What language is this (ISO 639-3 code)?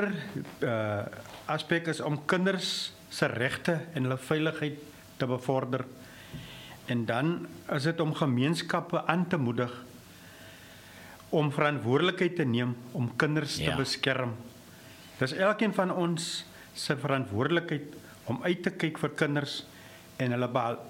afr